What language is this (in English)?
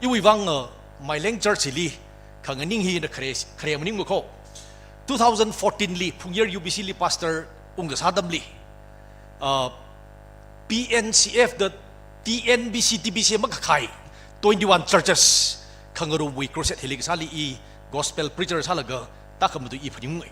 Tangkhul Naga (India)